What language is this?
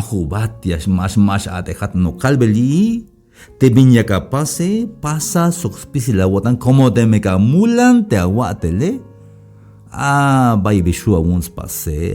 Tzeltal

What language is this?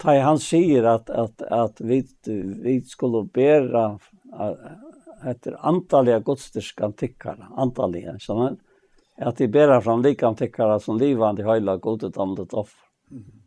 Faroese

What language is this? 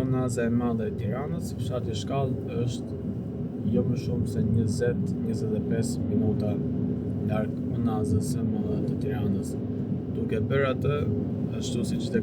Albanian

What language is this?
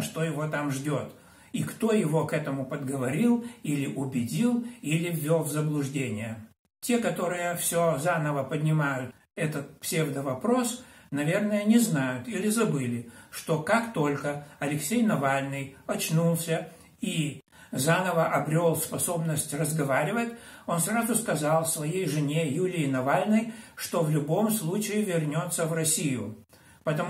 Russian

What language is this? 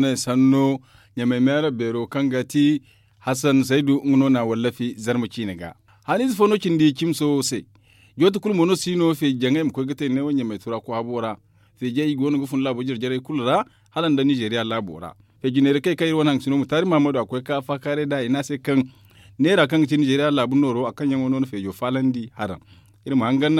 Zarma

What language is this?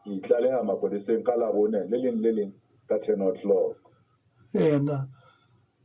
Southern Sotho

